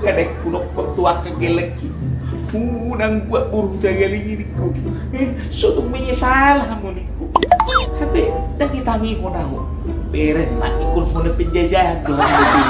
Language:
Batak Toba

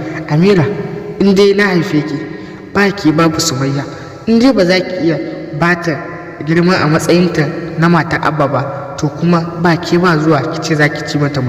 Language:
Hausa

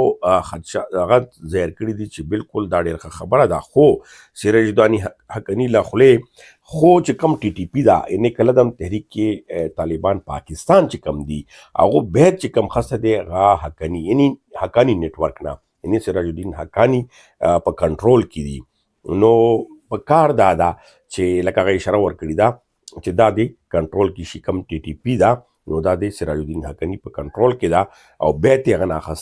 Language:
Pashto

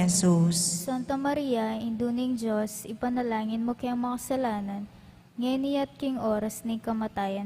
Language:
Pampanga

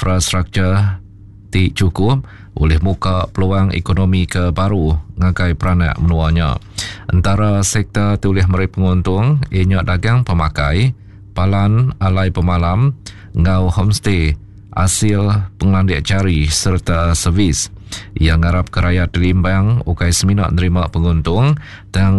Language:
Iban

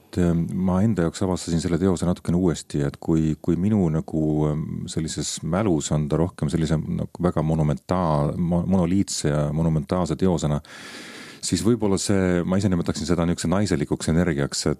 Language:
Estonian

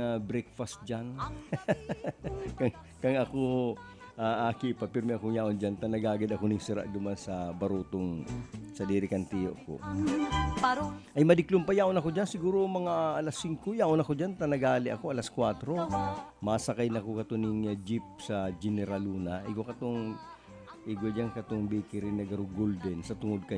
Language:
Bikol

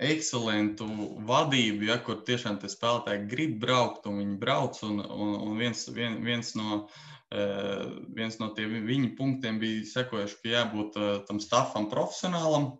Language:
Latvian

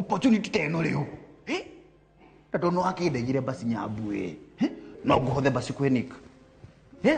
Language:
Kikuyu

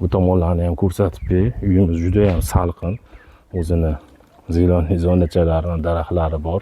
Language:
Uzbek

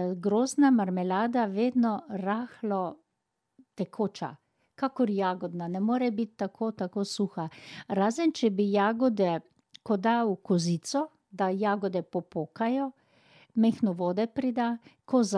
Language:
Slovenian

